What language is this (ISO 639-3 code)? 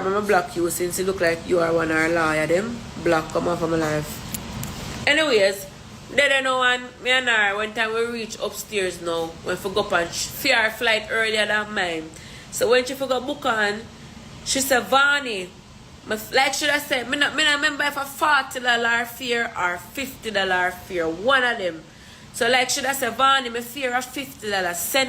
jam